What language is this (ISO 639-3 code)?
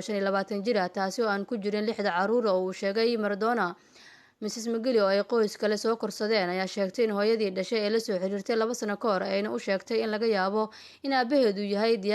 som